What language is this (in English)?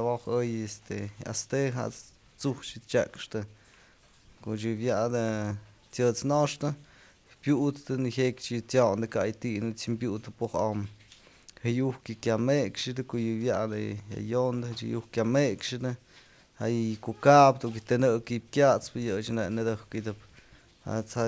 Somali